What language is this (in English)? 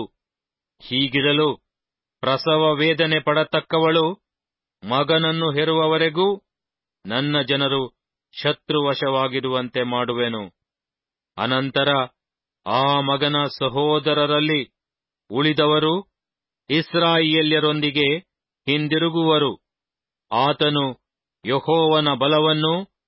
Kannada